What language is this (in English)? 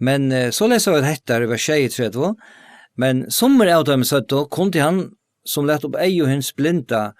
Faroese